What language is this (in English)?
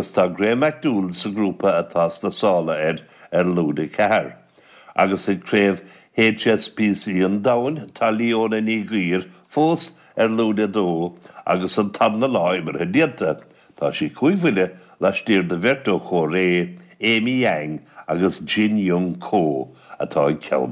Irish